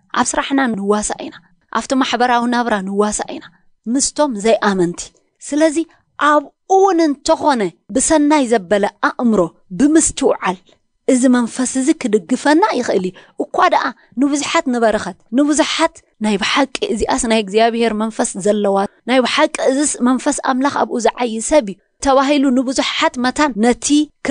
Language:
Tigrinya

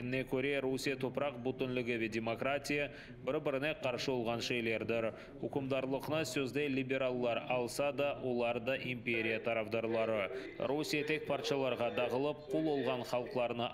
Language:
Crimean Tatar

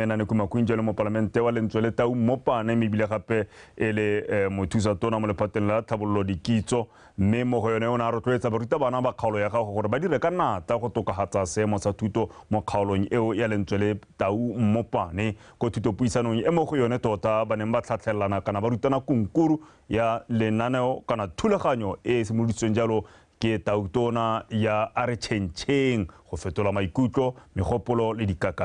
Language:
Tswana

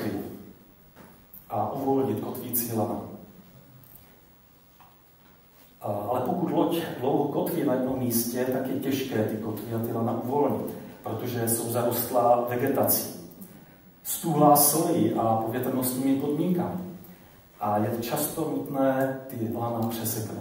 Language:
Czech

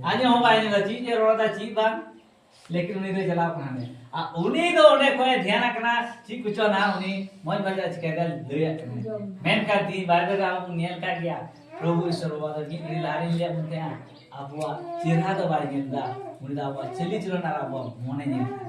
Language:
Santali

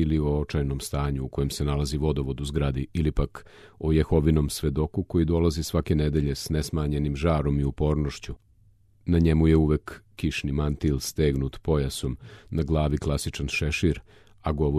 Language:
Serbian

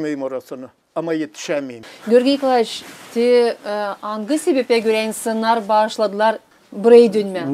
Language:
Gagauz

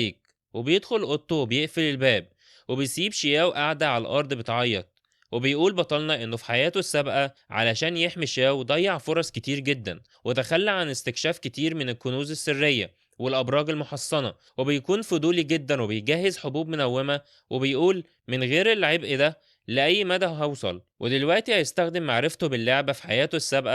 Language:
Egyptian Arabic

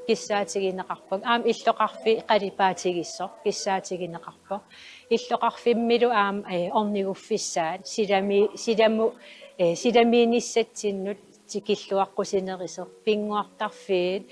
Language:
Kalaallisut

